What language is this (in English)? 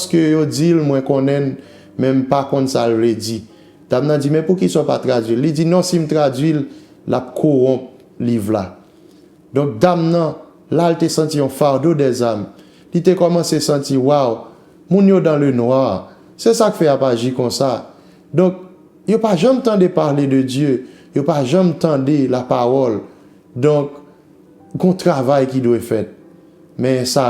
Haitian Creole